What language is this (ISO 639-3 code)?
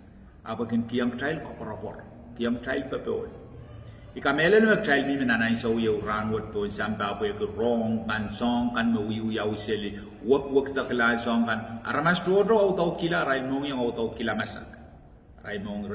pon